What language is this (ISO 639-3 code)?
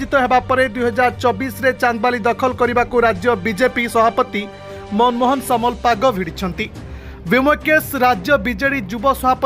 ori